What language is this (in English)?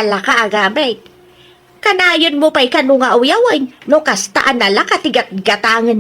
Iloko